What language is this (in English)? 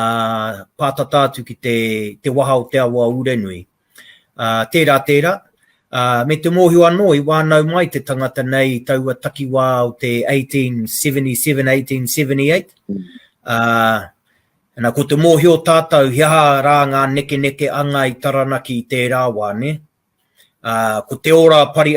Māori